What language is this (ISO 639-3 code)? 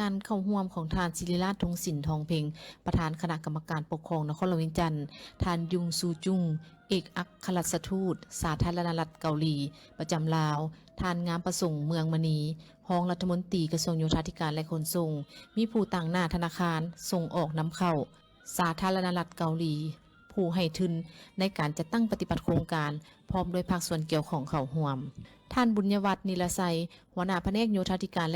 lao